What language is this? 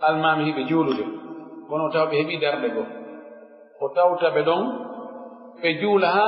Fula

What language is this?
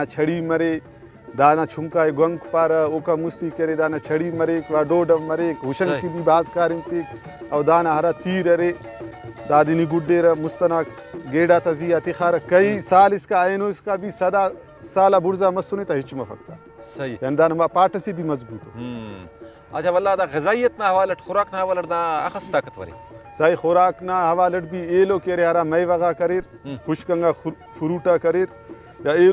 Brahui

